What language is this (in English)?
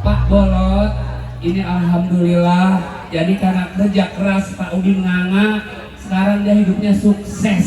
Betawi